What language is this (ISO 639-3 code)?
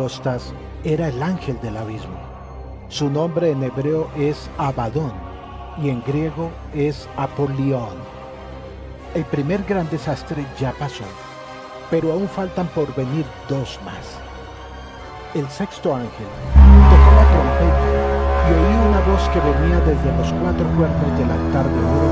spa